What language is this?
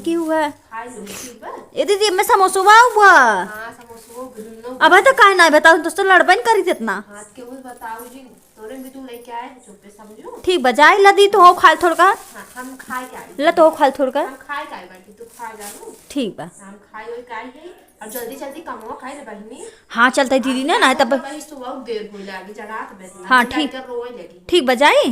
Awadhi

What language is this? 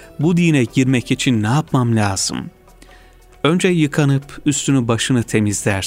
Turkish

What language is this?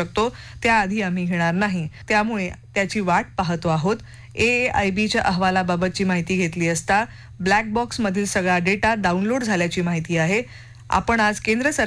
Marathi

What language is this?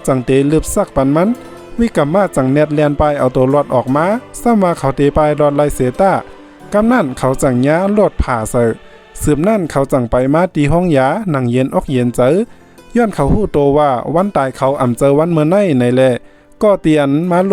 Shan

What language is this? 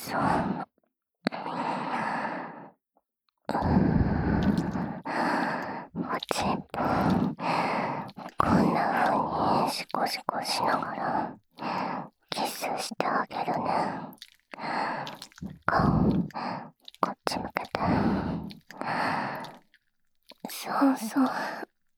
Japanese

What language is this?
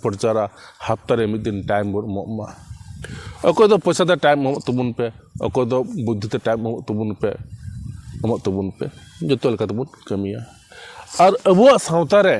Santali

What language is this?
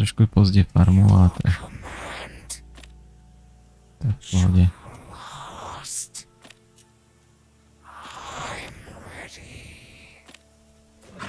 Czech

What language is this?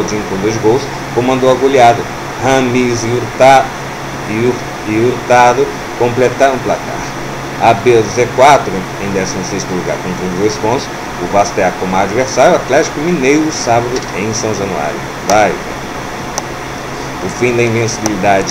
Portuguese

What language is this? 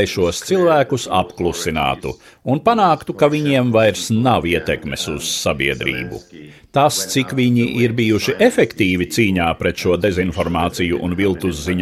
Latvian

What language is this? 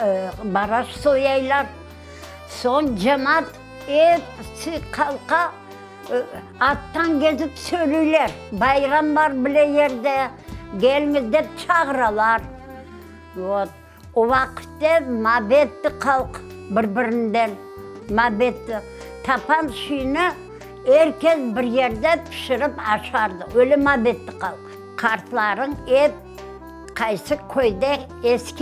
Crimean Tatar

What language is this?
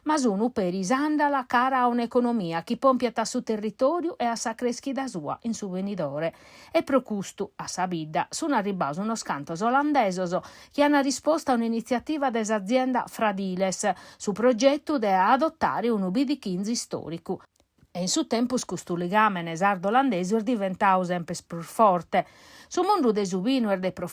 Sardinian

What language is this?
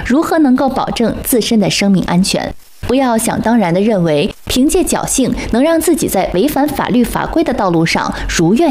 Chinese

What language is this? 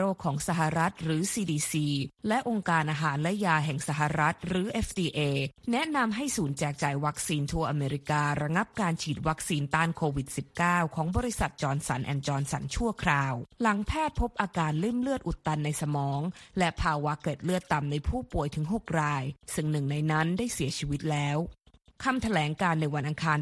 Thai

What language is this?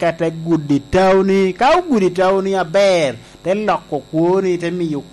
Lango (Uganda)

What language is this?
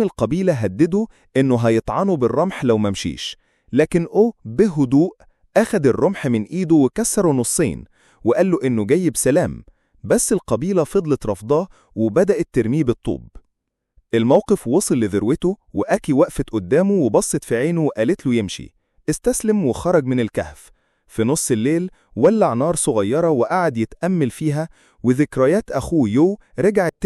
Egyptian Arabic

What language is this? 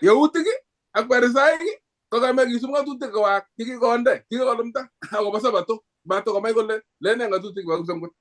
Kalenjin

